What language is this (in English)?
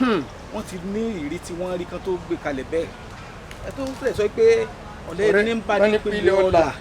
Yoruba